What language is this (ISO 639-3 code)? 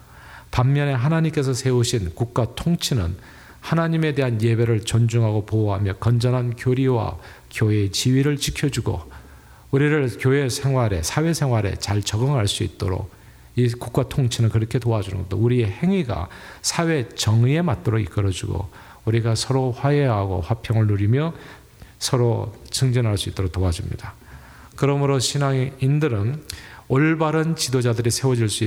kor